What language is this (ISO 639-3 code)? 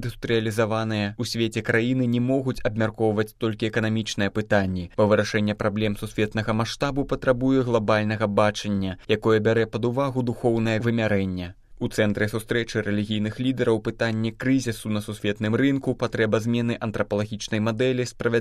bel